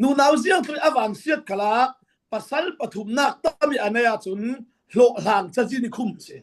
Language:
Falam Chin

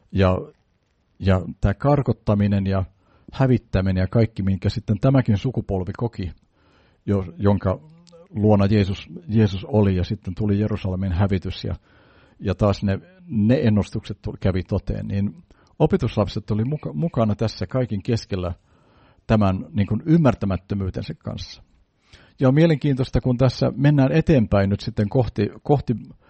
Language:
Finnish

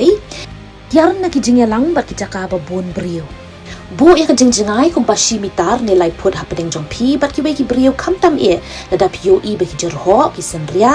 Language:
Khasi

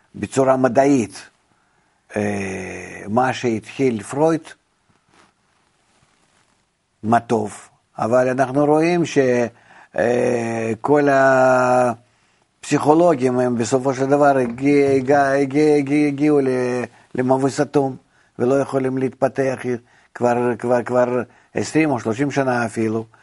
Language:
Hebrew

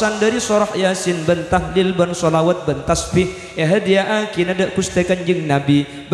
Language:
Madurese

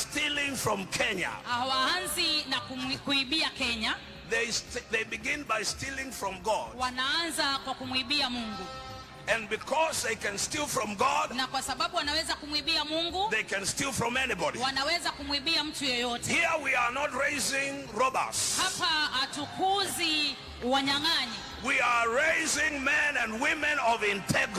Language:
Meru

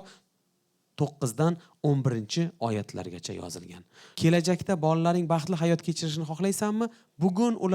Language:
Uzbek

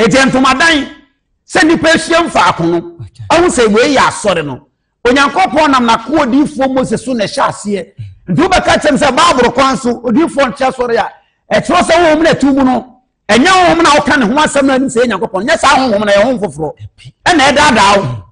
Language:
Akan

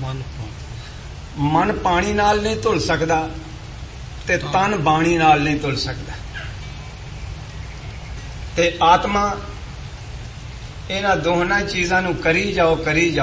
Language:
Punjabi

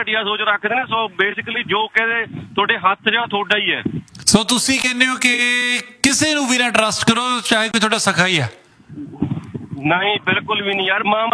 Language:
Punjabi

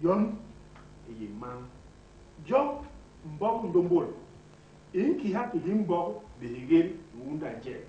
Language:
Basaa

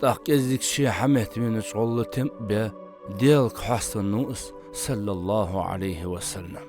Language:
Ingush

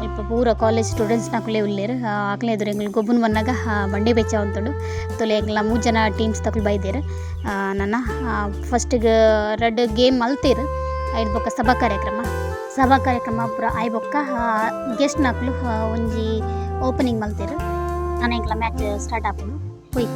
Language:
Tulu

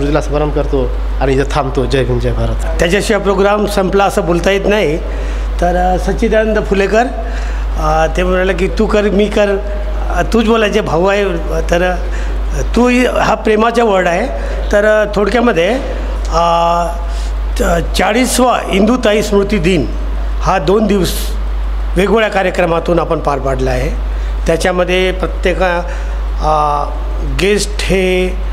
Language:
Marathi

